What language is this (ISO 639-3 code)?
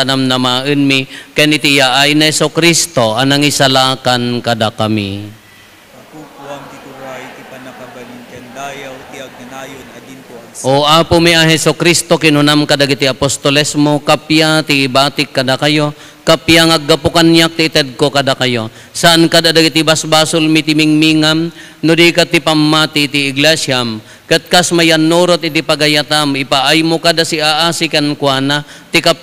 ilo